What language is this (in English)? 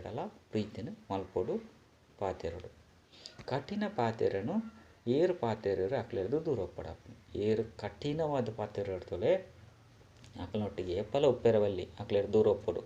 Tulu